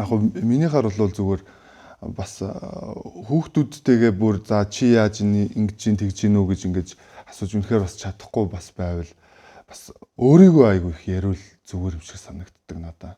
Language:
Mongolian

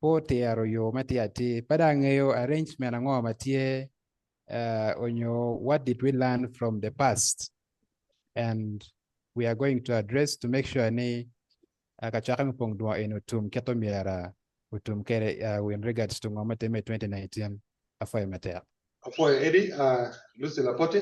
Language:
Acoli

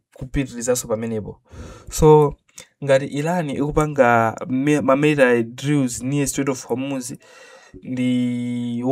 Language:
Nyanja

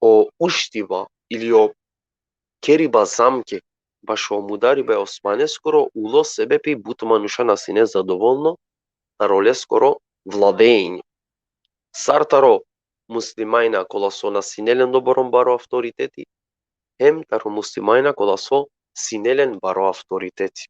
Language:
Balkan Romani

